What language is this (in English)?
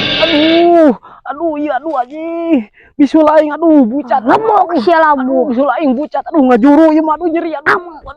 Sundanese